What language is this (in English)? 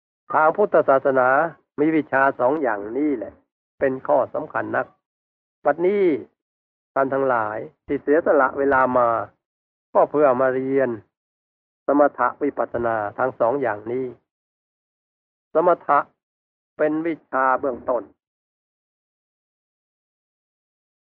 Thai